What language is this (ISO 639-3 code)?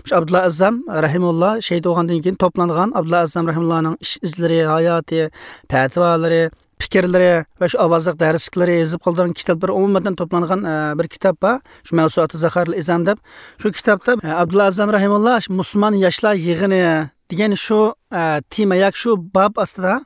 uig